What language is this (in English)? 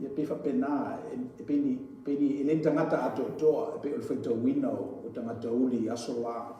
Samoan